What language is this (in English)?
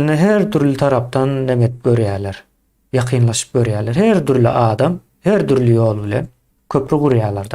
Turkmen